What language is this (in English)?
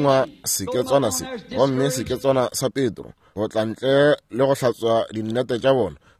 Northern Sotho